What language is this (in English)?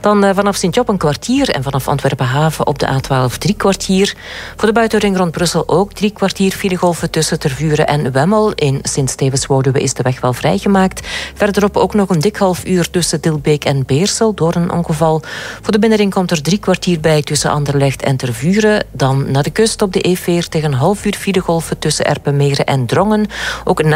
Dutch